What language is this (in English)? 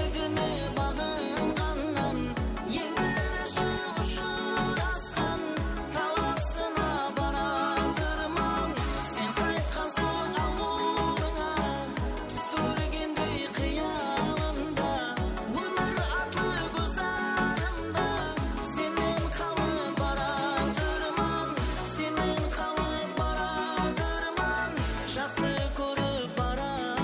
Kara-Kalpak